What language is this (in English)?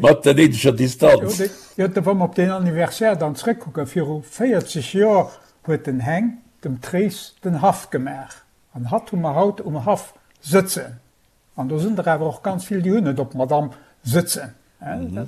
Luxembourgish